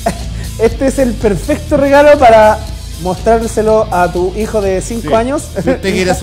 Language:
Spanish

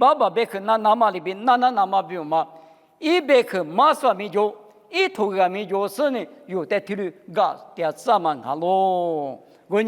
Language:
Lisu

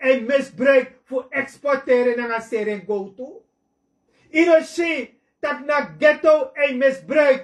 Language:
Sranan Tongo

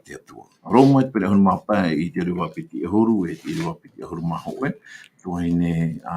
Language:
Tahitian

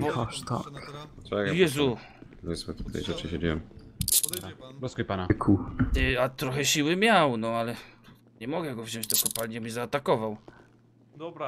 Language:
Polish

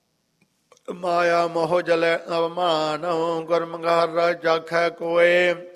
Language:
Punjabi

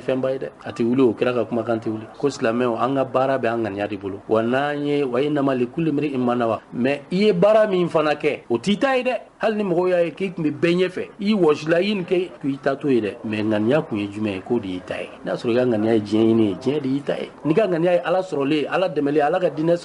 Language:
Bambara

